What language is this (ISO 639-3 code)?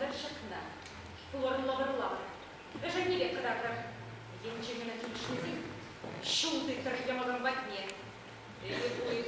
chv